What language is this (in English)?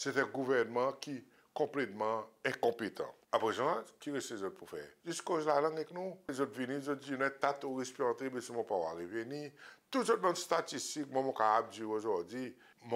Seselwa Creole French